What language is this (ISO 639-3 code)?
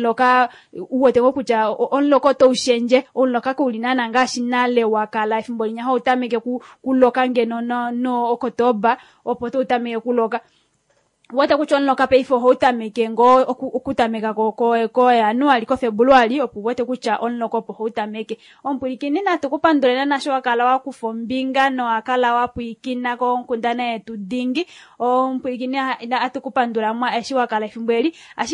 kua